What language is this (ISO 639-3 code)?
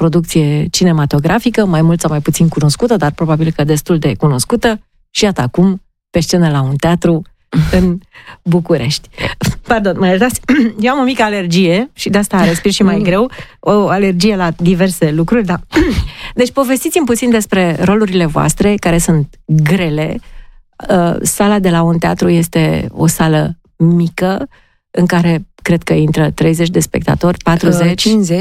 ron